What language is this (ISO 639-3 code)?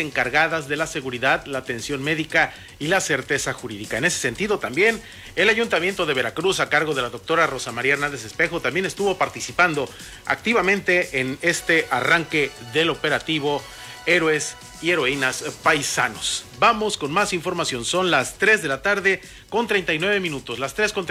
spa